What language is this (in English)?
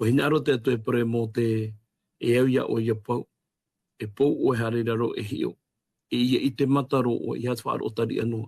Tahitian